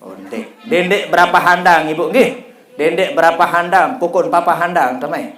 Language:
Sasak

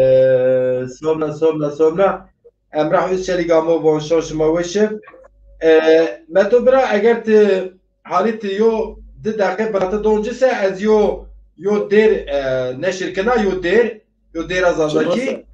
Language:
Zaza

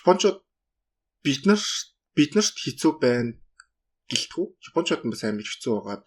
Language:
Mongolian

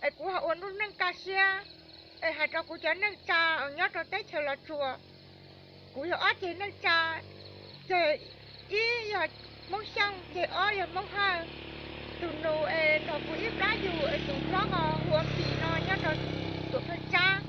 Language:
Hmong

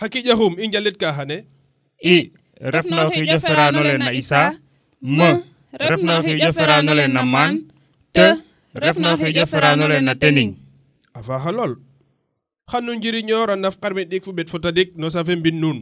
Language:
Serer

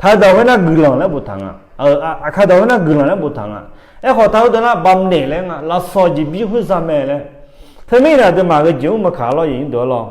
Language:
Akha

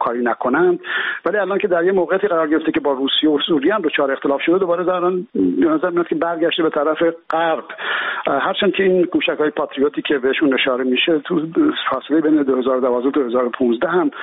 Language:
Persian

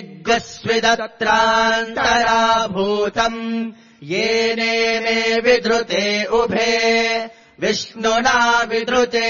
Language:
Sanskrit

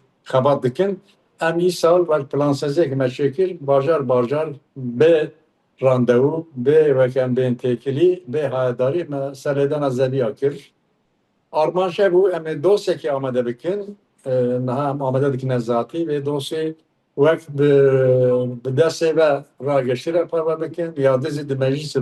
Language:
Kurdish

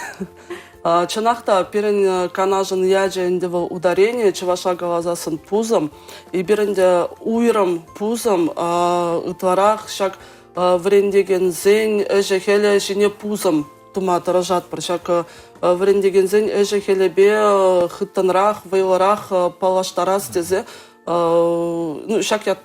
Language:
Chuvash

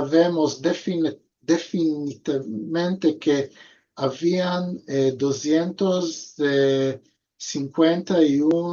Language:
Ladino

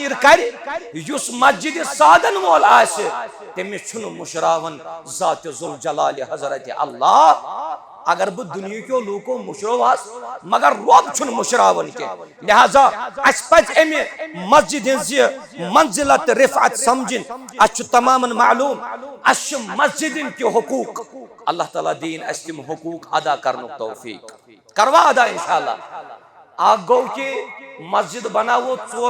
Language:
Kashmiri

